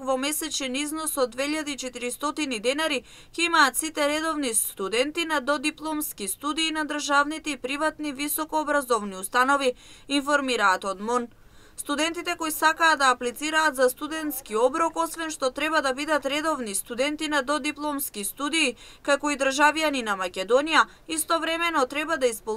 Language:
Macedonian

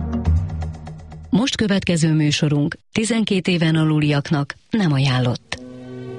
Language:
Hungarian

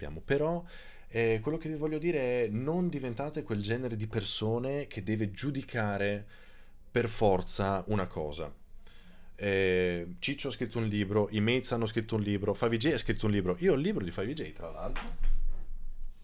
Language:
Italian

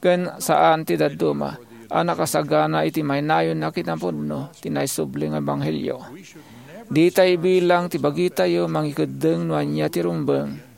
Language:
Iloko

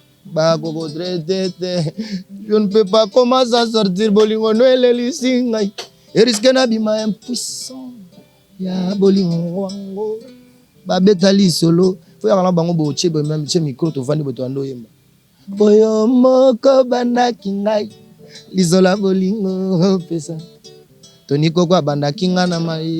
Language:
Lingala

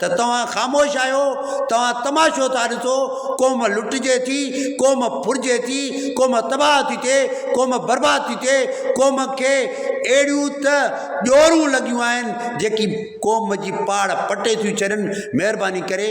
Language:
Sindhi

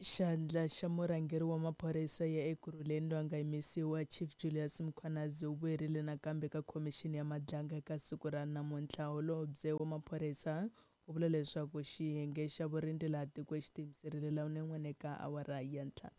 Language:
Tsonga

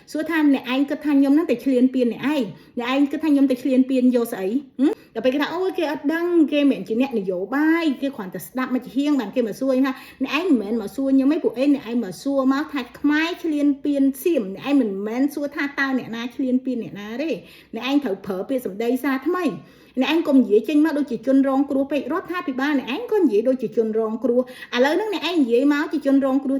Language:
Khmer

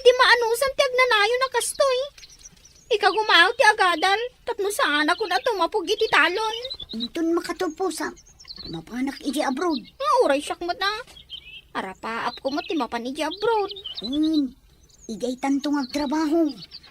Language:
Iloko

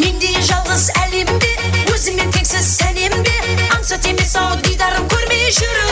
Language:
Kara-Kalpak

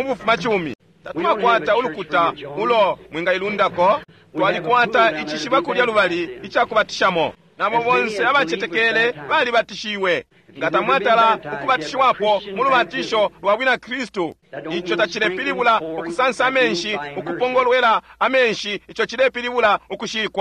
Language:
Bemba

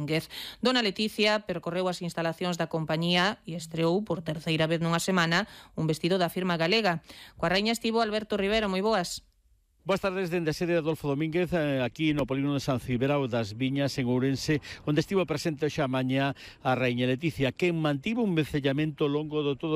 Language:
Galician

